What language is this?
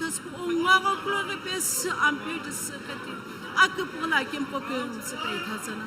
Sumi Naga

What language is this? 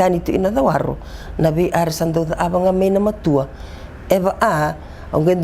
Fijian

